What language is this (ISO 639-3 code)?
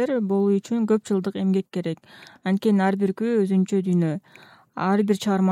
kir